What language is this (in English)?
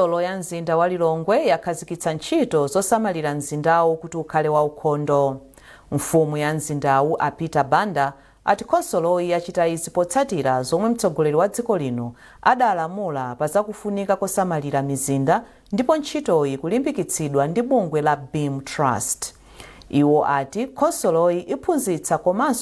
Nyanja